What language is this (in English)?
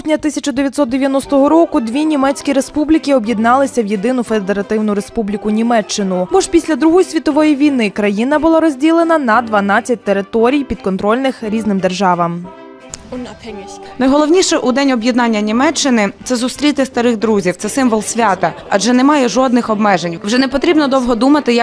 Ukrainian